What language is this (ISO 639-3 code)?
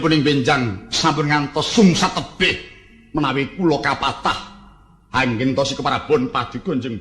jav